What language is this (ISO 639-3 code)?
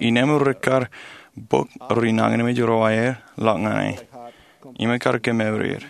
mah